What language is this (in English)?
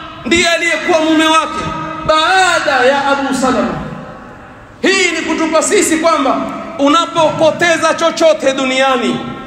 Swahili